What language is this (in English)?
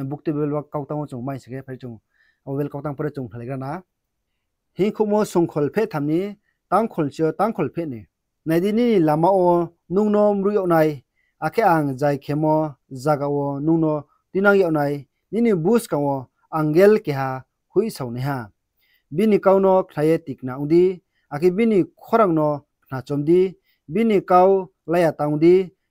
Riang (India)